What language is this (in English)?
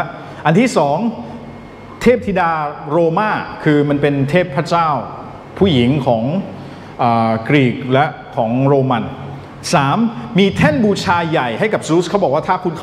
Thai